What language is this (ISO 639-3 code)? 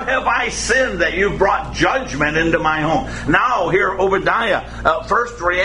eng